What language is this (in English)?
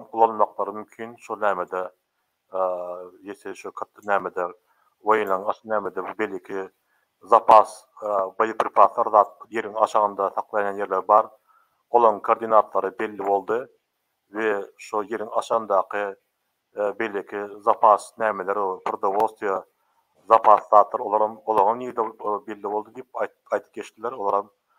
Turkmen